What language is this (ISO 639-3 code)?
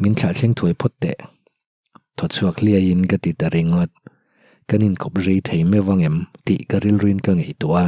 lus